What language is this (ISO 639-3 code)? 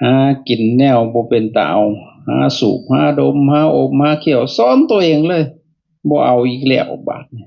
lao